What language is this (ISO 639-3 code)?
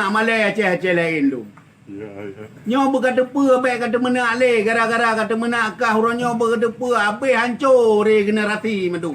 ace